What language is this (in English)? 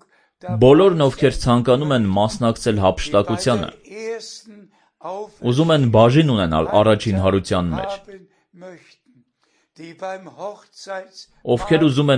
Armenian